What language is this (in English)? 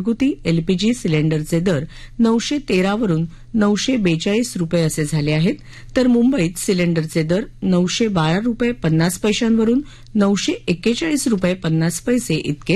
Marathi